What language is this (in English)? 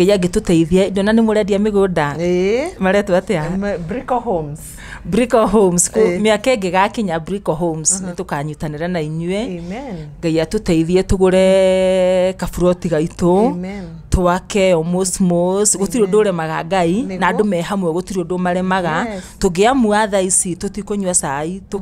Kikuyu